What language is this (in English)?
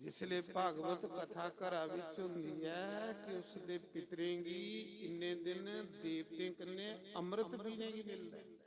Dogri